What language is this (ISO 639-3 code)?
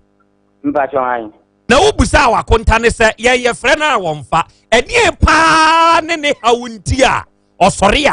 aka